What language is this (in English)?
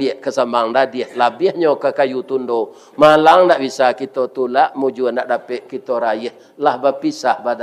Minangkabau